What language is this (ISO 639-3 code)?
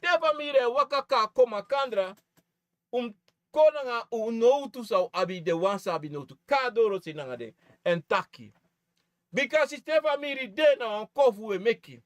srn